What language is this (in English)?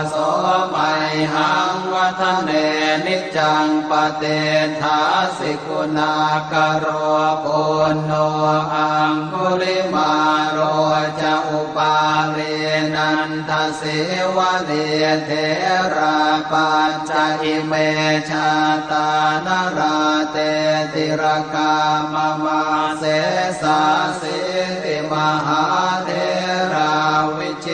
Pali